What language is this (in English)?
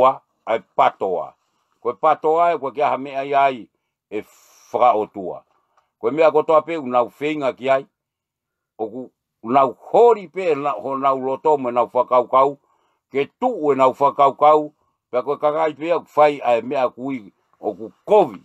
Tongan